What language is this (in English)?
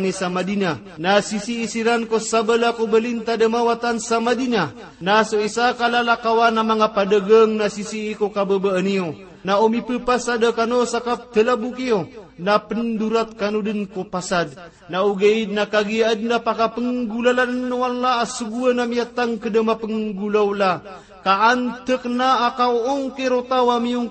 Maranao